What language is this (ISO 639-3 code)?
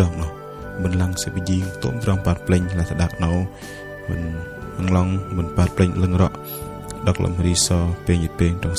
bdq